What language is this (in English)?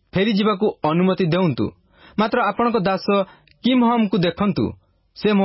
Odia